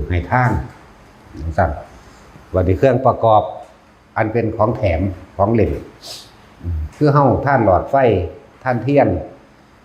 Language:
Northeastern Thai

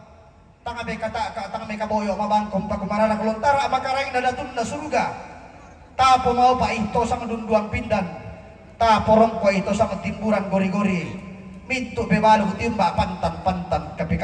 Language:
Toraja-Sa'dan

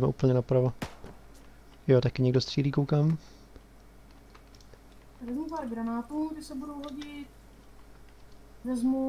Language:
Czech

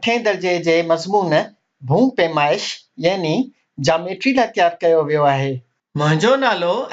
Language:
Sindhi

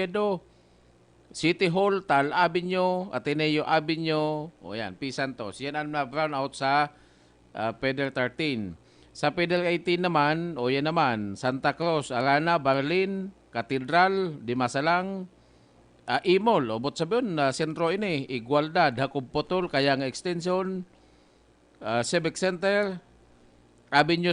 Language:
Bikol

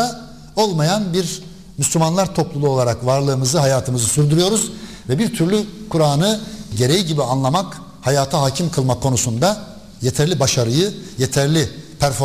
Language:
Turkish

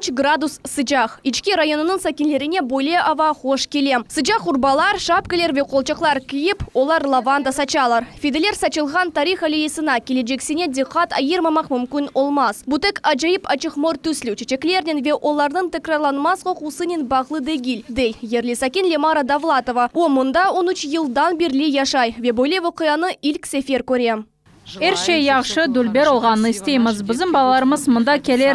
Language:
Crimean Tatar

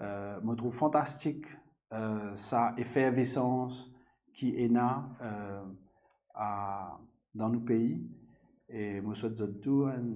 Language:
Morisyen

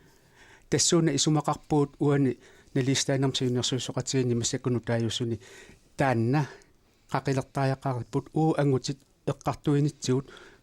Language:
Kalaallisut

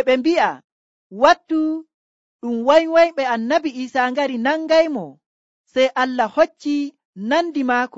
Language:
Nigerian Fulfulde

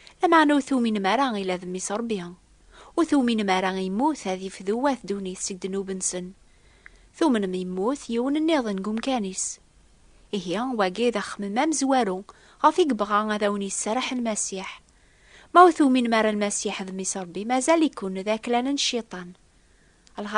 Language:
Kabyle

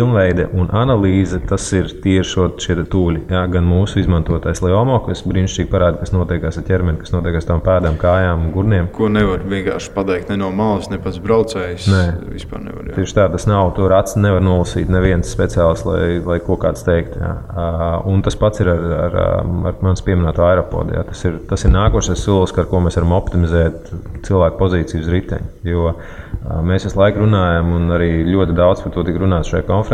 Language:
Latvian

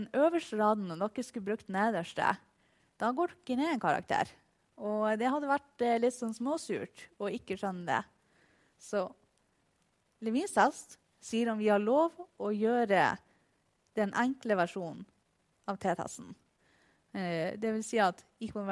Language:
Norwegian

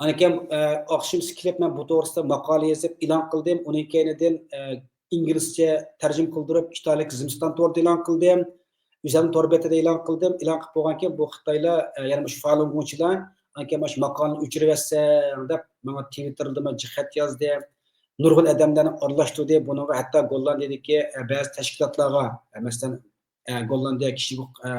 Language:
Uyghur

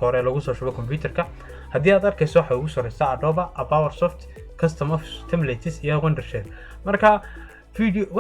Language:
Somali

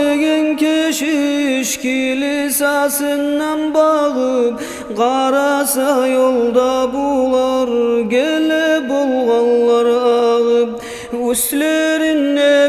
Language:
Kumyk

